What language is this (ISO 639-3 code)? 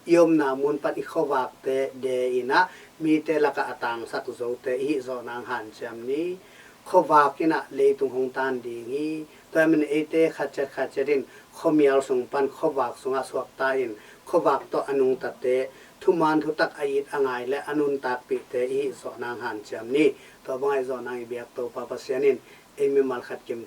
ctd